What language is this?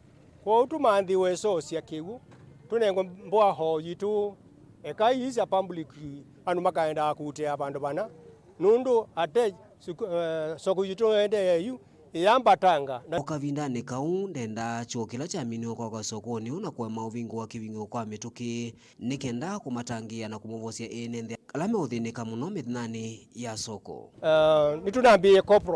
Kamba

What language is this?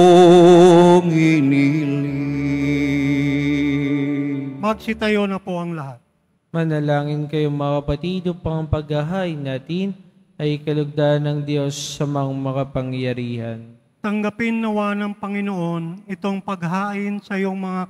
Filipino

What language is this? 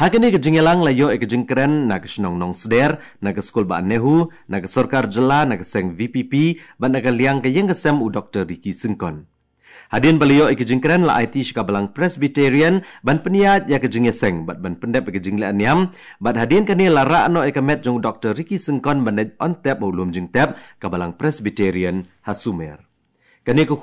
Khasi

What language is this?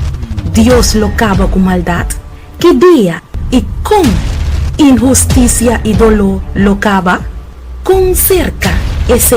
Papiamento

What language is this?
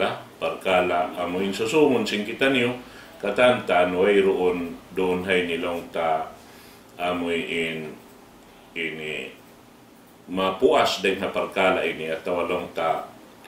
Tausug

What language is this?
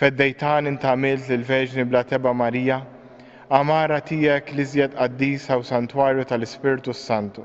Maltese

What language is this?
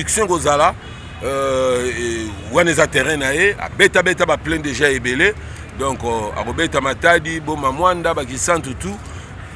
Lingala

